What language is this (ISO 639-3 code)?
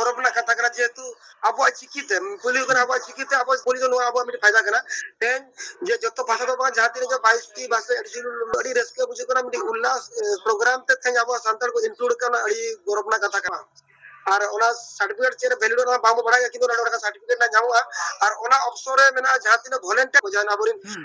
sat